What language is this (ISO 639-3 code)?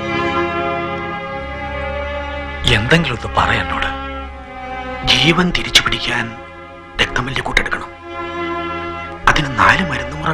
mal